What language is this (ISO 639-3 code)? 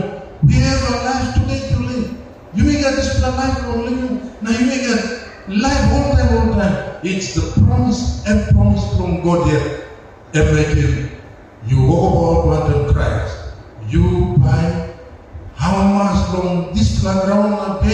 tpi